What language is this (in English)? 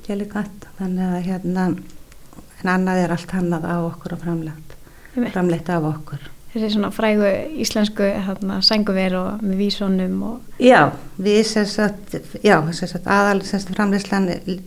Icelandic